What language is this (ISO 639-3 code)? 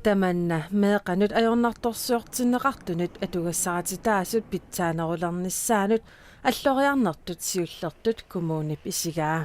kal